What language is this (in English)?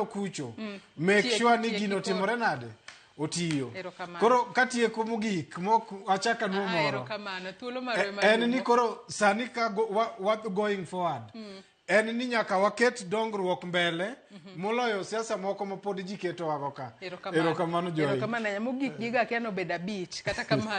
Luo (Kenya and Tanzania)